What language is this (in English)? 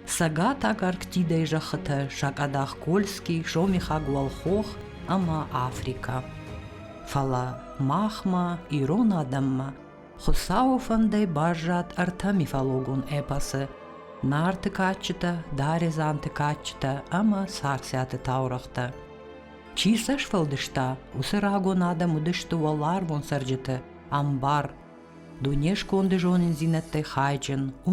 Ossetic